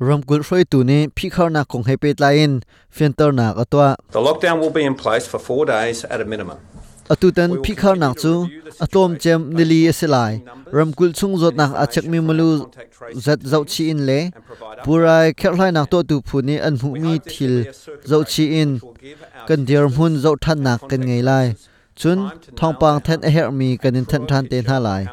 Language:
Hakha Chin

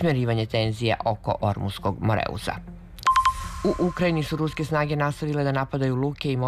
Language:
Serbian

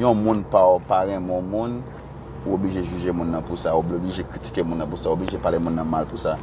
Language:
Haitian Creole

